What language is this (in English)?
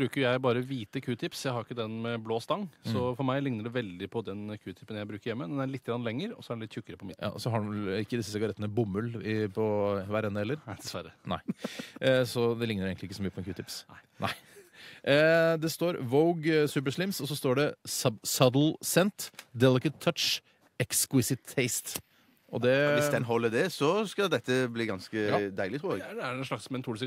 Norwegian